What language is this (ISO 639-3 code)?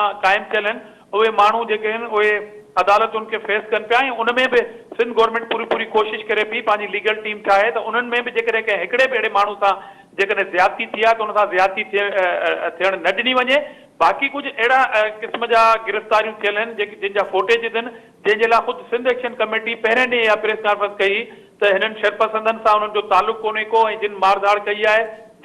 snd